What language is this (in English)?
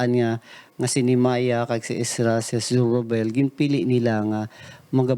Hiligaynon